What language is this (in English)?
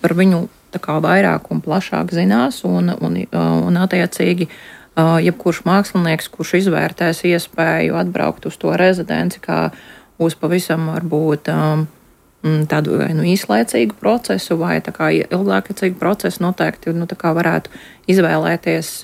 Latvian